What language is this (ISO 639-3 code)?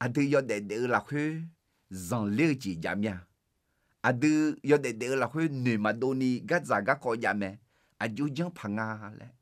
ahk